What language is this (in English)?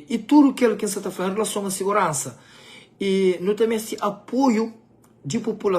Kabuverdianu